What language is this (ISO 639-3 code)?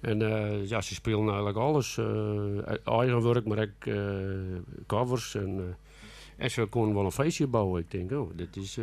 fry